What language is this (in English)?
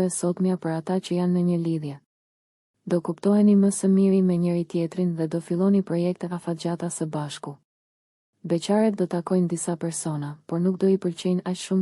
Albanian